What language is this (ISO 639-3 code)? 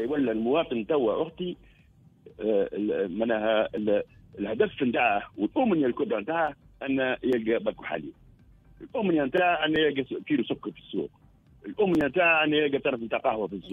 aeb